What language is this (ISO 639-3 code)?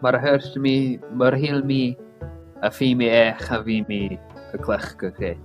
gla